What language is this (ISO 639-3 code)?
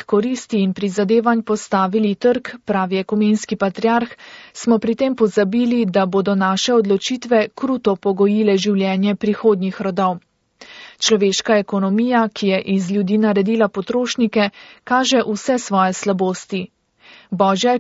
slv